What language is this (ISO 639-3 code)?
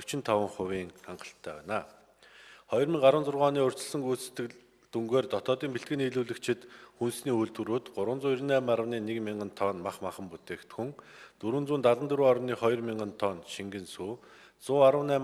mon